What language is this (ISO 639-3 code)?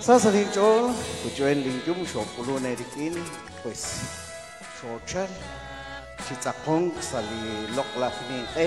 kek